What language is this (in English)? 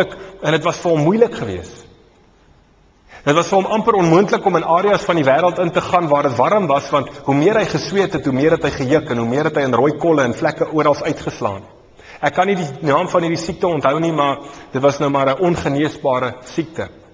Afrikaans